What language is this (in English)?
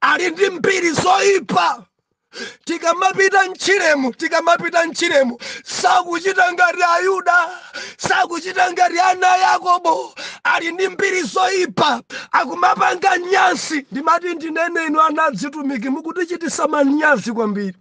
Nyanja